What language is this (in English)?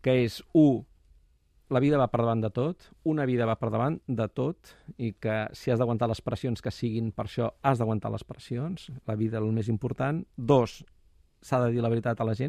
Catalan